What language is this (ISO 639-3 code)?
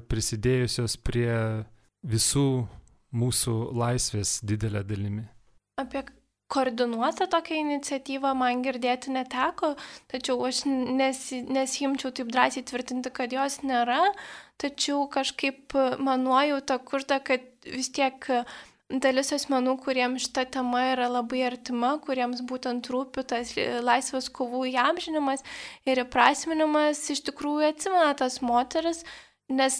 lit